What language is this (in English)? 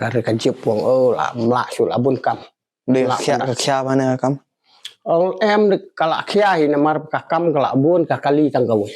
Khasi